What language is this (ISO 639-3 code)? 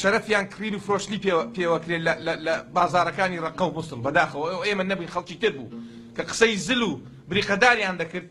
ckb